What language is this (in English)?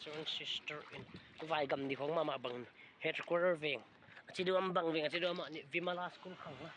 Paite Chin